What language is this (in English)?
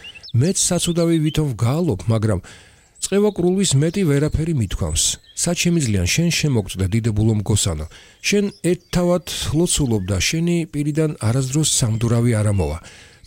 Georgian